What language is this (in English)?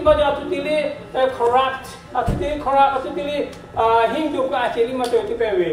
Lahu